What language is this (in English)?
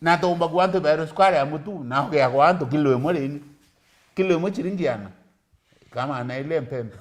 Meru